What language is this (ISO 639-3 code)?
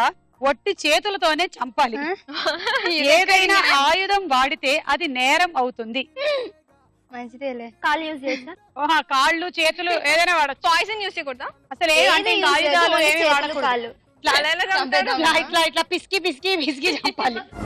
tel